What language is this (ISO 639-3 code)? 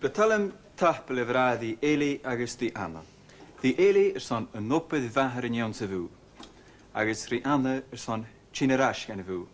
gla